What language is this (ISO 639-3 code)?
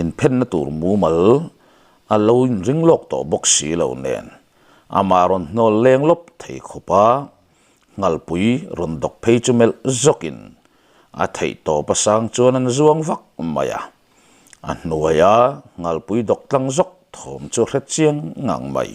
lus